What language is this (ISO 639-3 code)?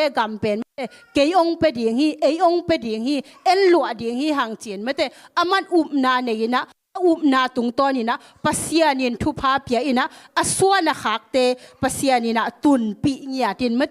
ctd